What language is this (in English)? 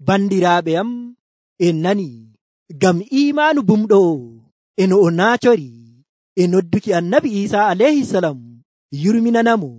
Nigerian Fulfulde